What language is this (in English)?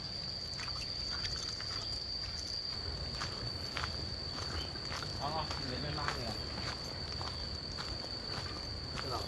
Lao